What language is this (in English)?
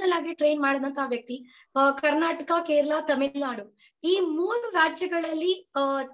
Kannada